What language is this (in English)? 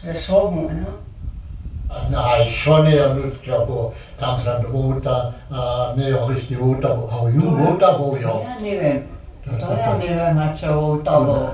Upper Sorbian